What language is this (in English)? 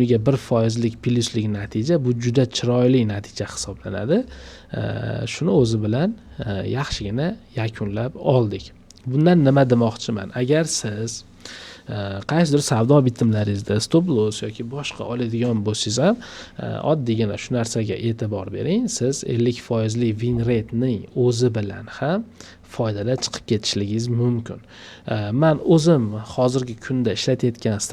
Uzbek